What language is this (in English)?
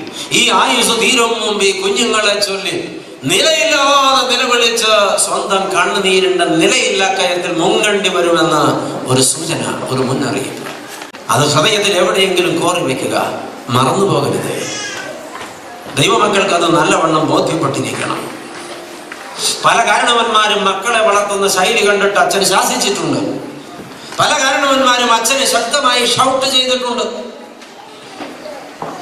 Malayalam